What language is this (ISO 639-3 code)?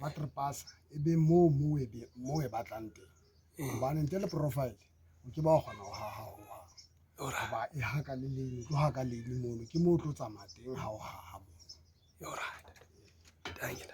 sot